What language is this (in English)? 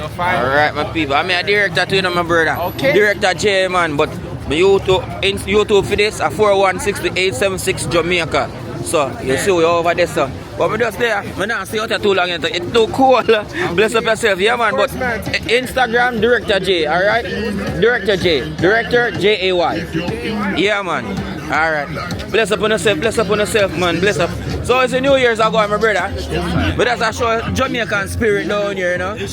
Jamaican Creole English